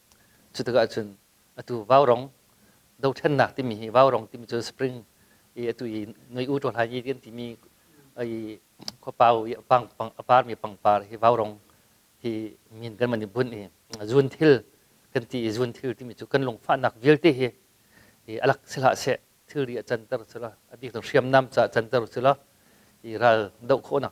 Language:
Hakha Chin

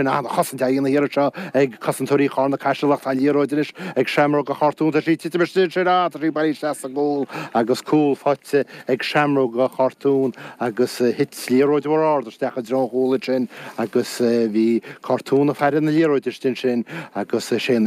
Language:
Irish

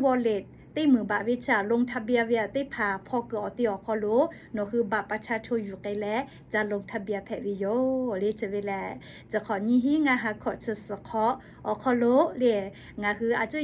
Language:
Lahu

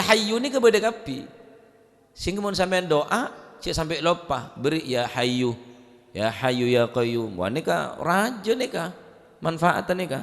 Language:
Madurese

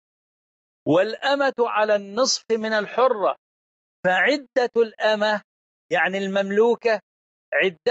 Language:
Arabic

